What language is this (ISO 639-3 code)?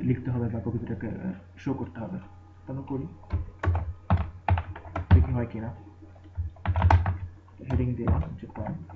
ben